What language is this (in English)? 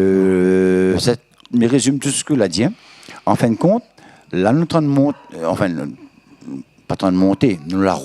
Réunion Creole French